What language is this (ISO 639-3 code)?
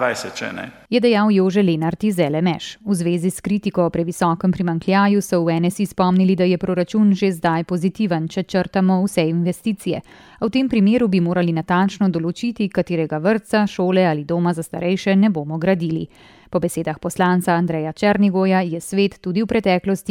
slv